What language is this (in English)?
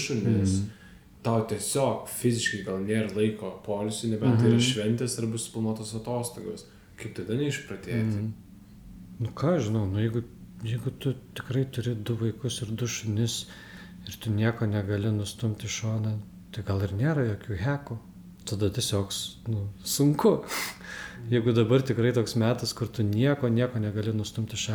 Lithuanian